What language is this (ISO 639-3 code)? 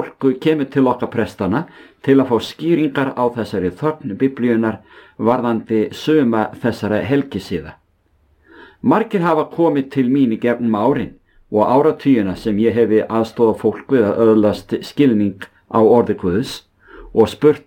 isl